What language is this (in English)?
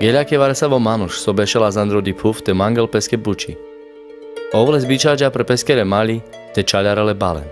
Carpathian Romani